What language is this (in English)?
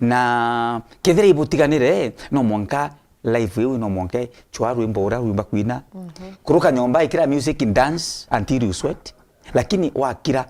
Meru